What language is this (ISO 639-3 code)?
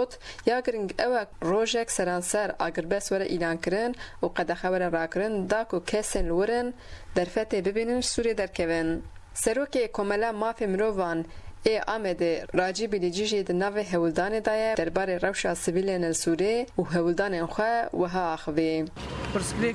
kur